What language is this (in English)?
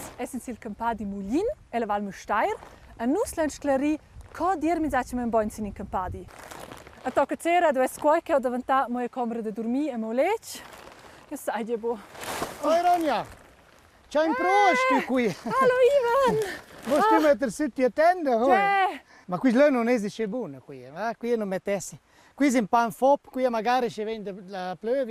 Romansh